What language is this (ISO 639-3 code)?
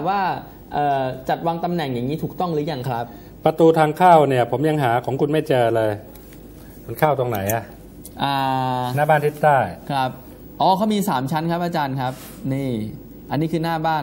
tha